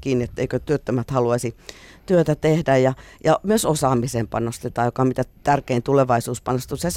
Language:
Finnish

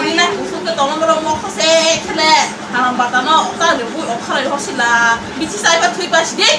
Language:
Kok Borok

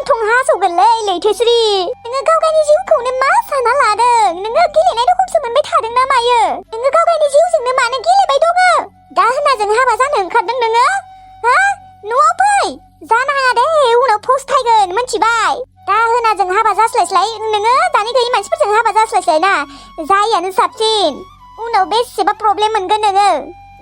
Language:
Bodo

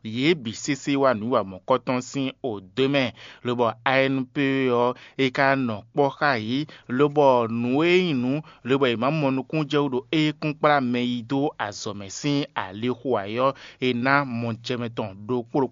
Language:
Fon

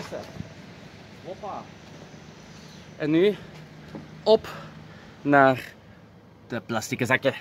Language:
Dutch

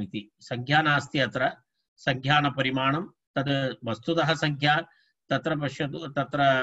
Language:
Sanskrit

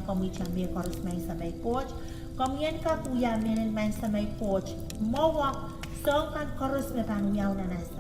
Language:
Pohnpeian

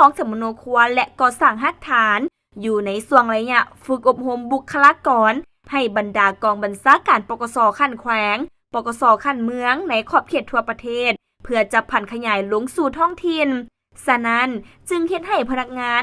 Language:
Lao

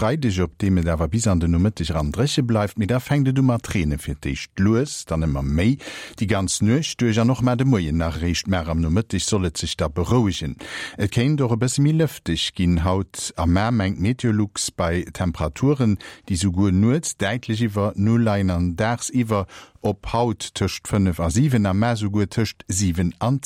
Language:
Luxembourgish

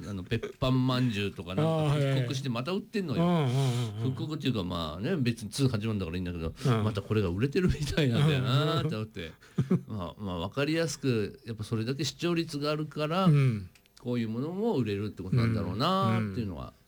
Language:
Japanese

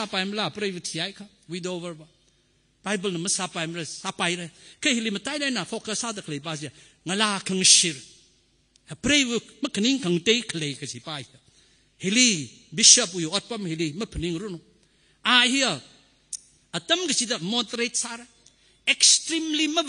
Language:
Tangkhul Naga (India)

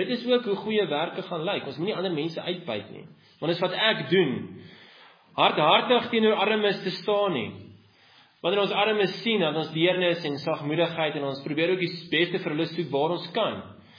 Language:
Afrikaans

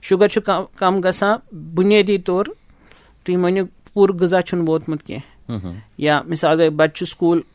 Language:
Kashmiri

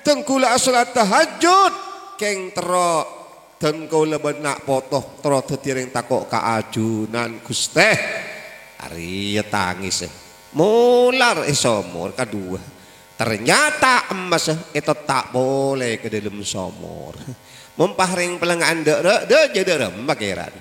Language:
Madurese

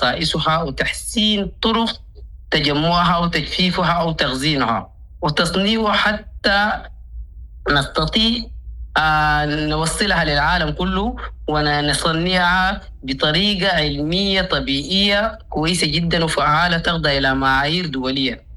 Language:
Sudanese Arabic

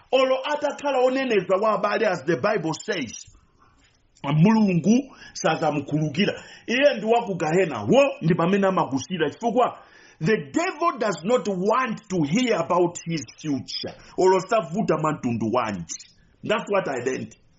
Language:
Nyanja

